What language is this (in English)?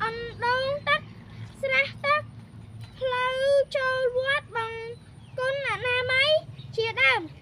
Khmer